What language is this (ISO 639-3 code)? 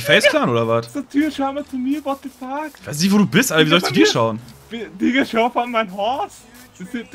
deu